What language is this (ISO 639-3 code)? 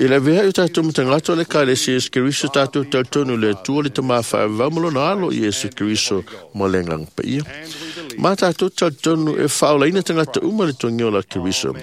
smo